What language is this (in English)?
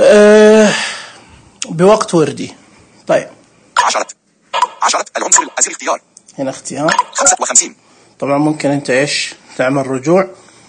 Najdi Arabic